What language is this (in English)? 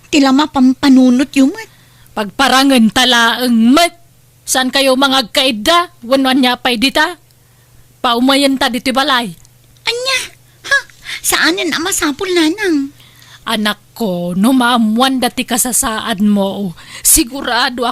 Iloko